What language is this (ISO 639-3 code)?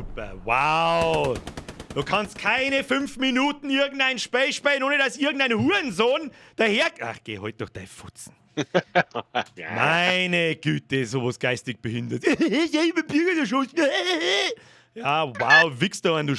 bar